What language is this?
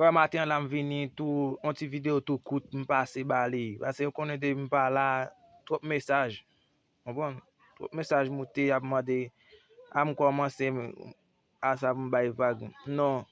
Haitian Creole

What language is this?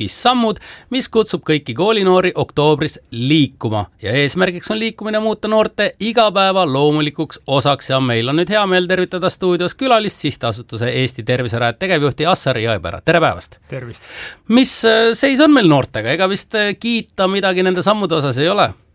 Estonian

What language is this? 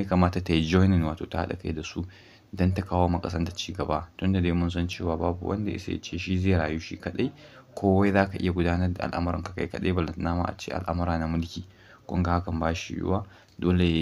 Hausa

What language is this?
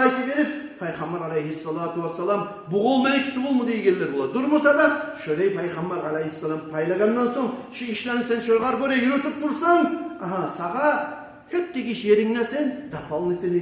Kumyk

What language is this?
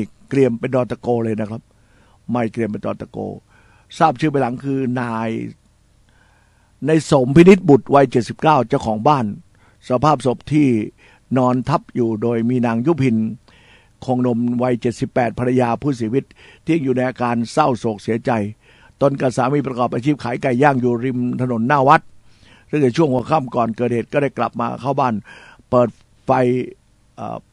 Thai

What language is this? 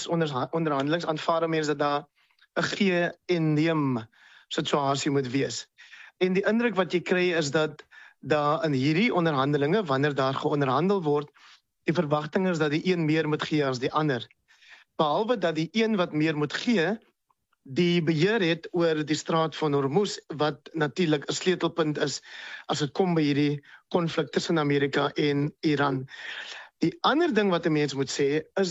Afrikaans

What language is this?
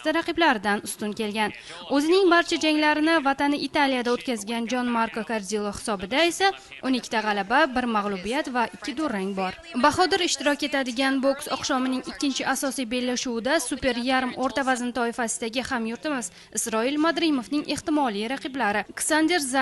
Uzbek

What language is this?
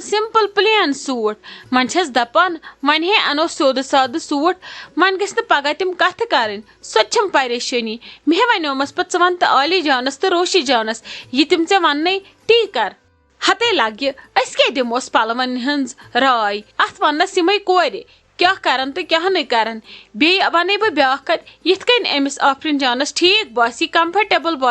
Kashmiri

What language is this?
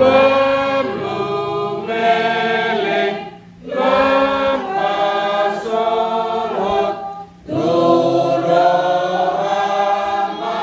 Batak Toba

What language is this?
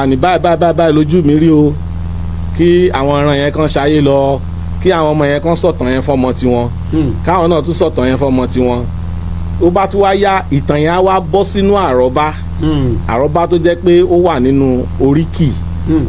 Yoruba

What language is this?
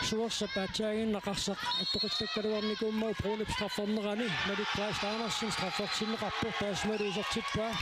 Kalaallisut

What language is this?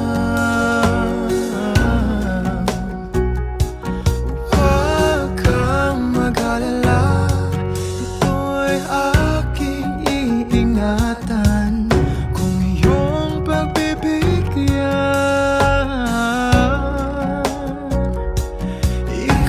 Filipino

